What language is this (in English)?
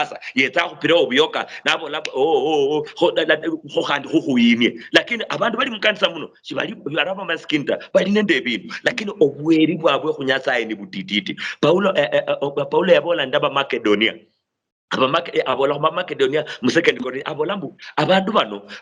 Luyia